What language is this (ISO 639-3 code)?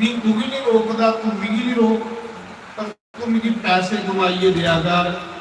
doi